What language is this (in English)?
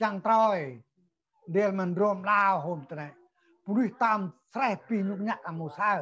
Central Mnong